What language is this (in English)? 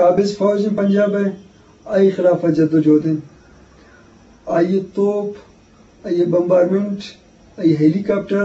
Eastern Balochi